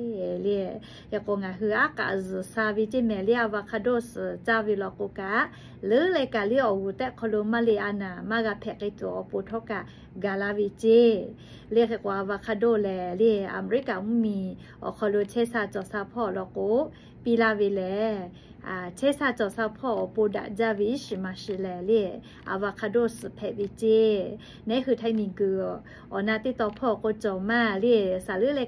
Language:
Lahu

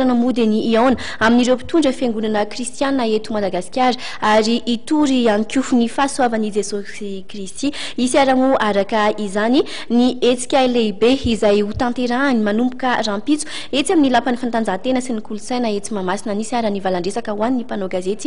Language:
Malagasy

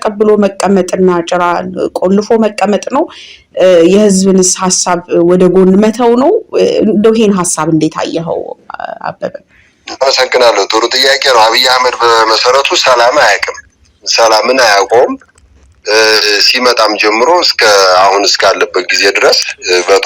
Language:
Amharic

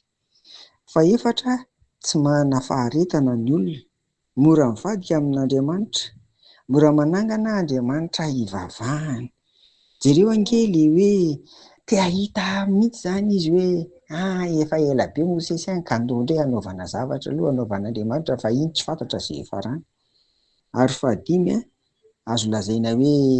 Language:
Malagasy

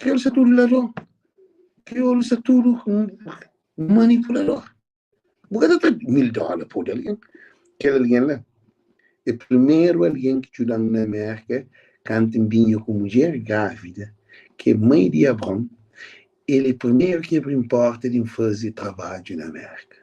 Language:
Kabuverdianu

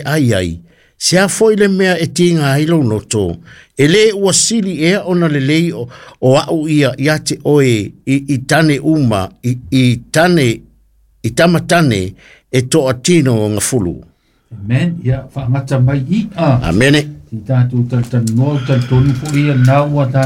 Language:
Samoan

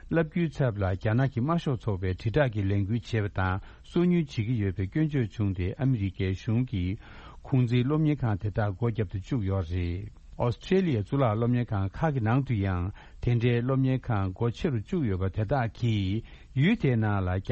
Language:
Tibetan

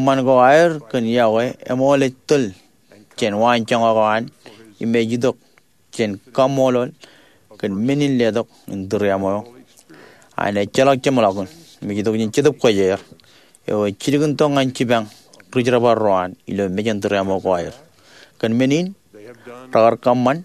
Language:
Marshallese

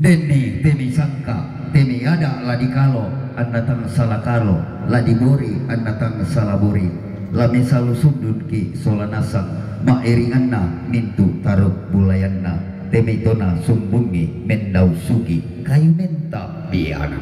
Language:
Toraja-Sa'dan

